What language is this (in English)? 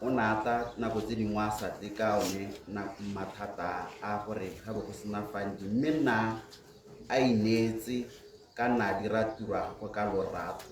Tswana